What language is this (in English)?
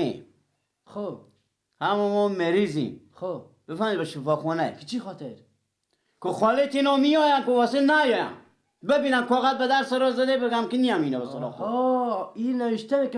Persian